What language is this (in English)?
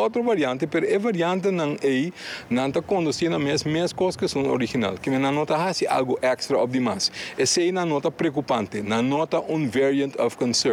Papiamento